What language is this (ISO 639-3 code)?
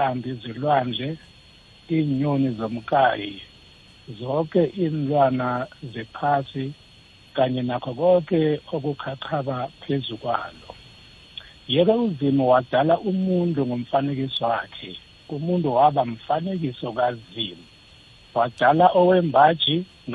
nbl